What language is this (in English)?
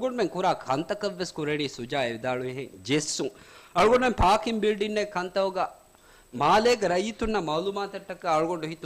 Divehi